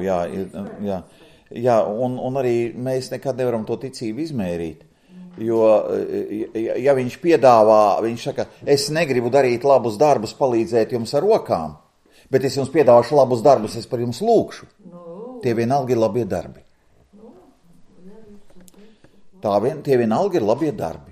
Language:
Latvian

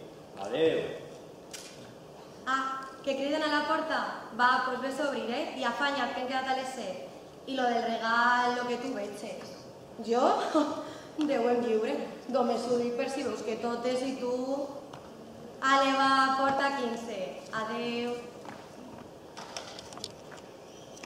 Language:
Catalan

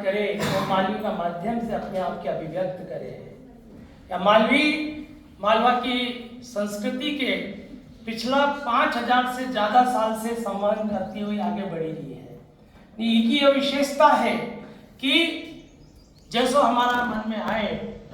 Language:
Rajasthani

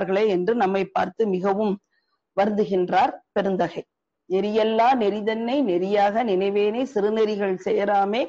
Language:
Tamil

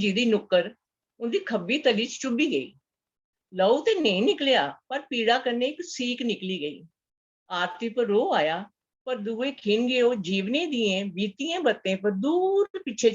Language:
Dogri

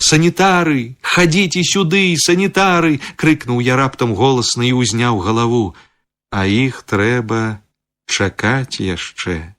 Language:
Belarusian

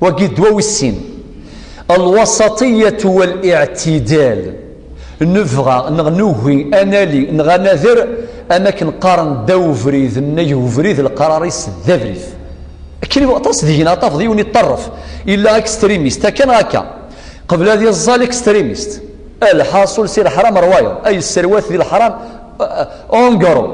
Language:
Kabyle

